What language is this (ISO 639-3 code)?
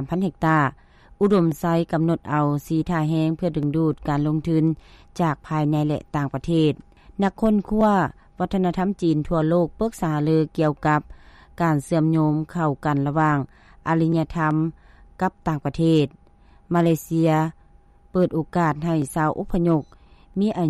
lao